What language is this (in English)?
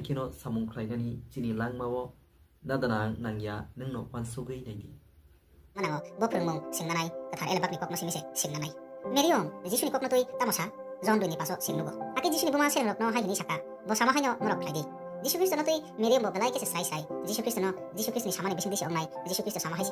Kok Borok